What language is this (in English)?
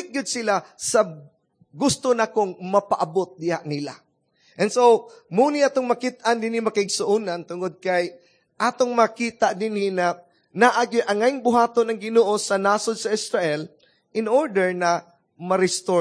Cebuano